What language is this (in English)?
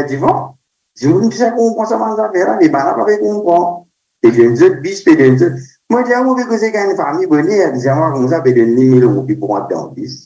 Morisyen